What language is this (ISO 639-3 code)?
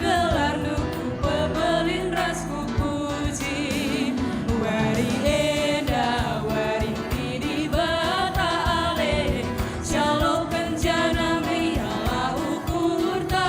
btx